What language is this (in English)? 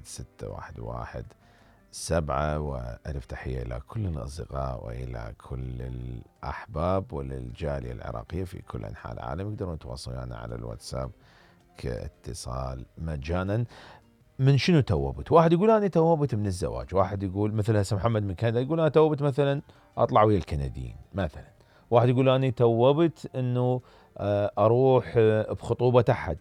Mesopotamian Arabic